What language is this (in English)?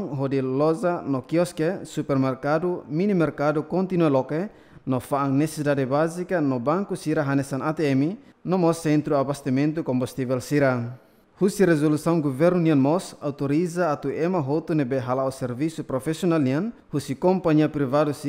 Tetum